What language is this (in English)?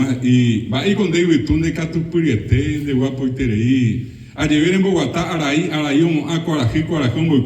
Guarani